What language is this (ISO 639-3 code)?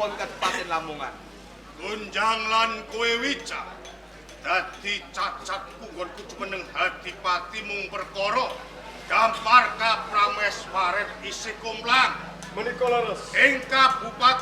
jav